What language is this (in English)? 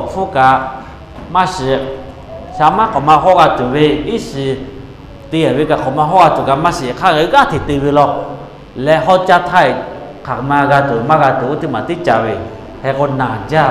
Lahu